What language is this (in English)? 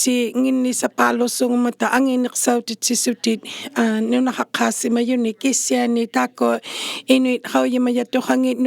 Inuktitut